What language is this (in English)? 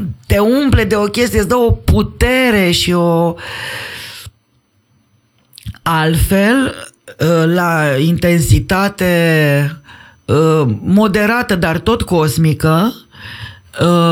Romanian